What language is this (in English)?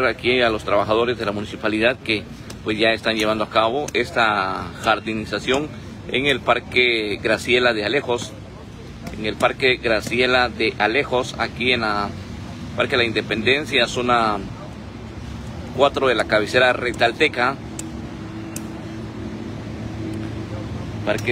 Spanish